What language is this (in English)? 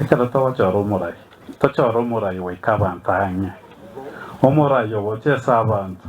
Gusii